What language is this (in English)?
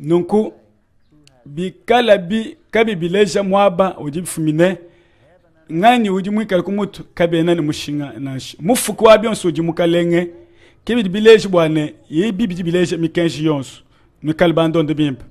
Luba-Lulua